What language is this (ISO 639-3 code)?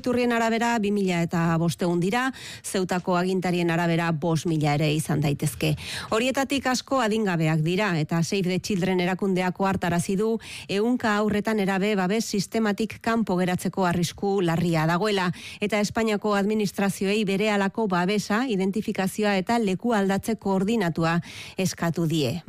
eus